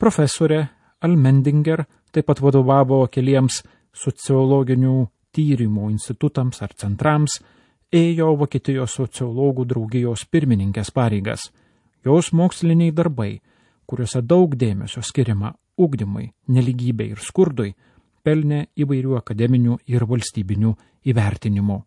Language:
Lithuanian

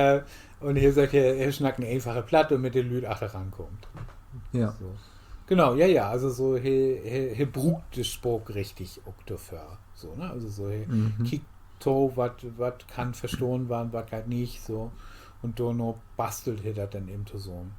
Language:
Low German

